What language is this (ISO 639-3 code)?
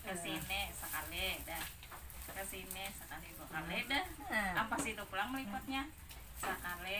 bjn